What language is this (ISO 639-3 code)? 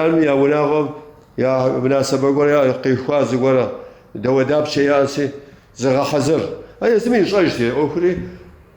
kbd